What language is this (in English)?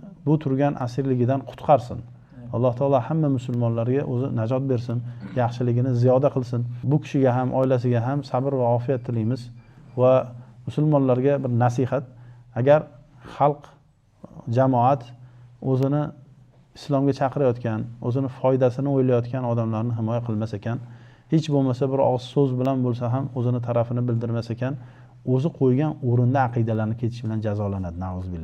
Uzbek